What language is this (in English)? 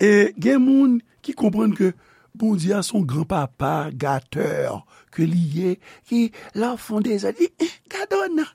Haitian Creole